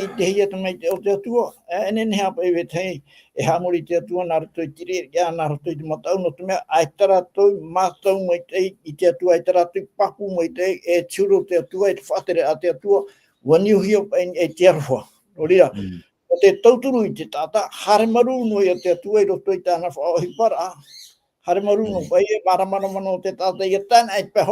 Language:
Tahitian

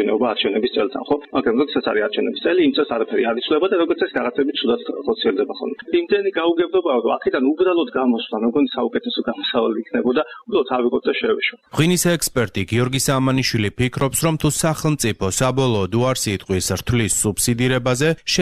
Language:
Georgian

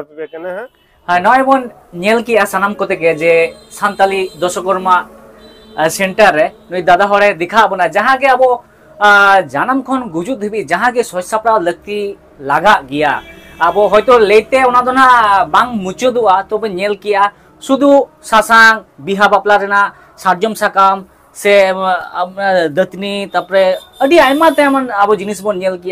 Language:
Santali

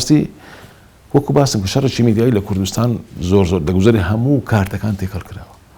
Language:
Central Kurdish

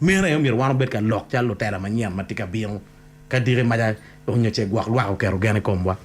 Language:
Acoli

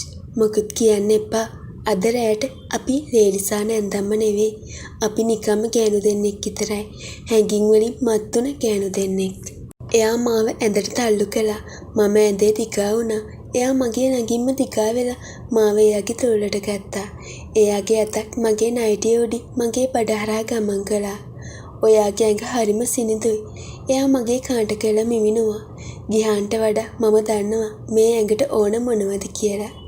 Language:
Sinhala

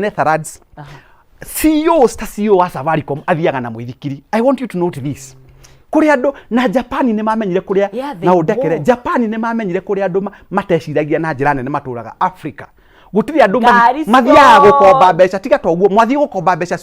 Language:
Kikuyu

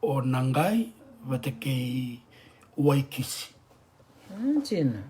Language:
Fijian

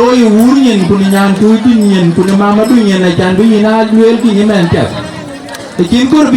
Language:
Dinka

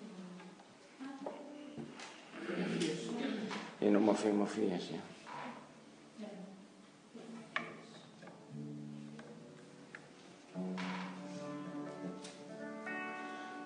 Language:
Danish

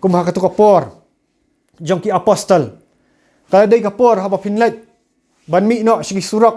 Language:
Khasi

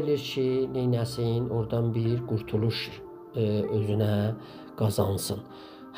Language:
South Azerbaijani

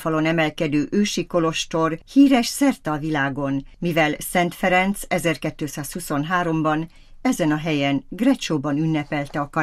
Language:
Hungarian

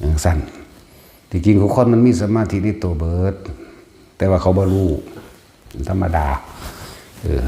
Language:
Northeastern Thai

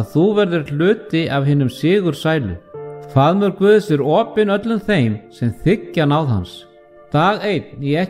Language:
Icelandic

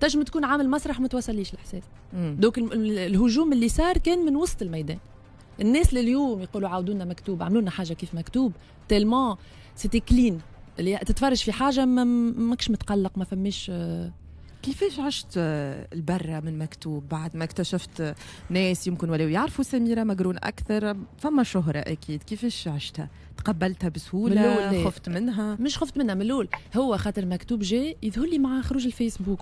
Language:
Tunisian Arabic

